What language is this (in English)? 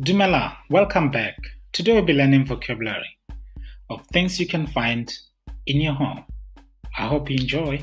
Tswana